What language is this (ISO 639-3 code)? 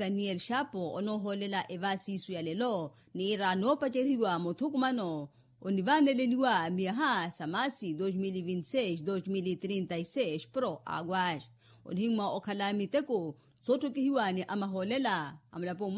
vmw